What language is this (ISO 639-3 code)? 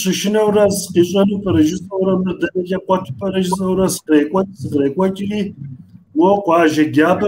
kbd